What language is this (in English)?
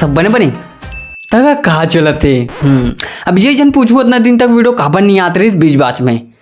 Chhattisgarhi